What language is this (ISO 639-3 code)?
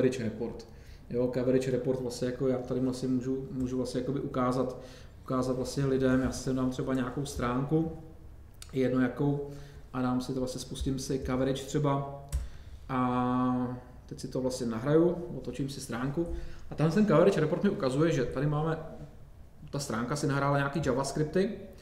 ces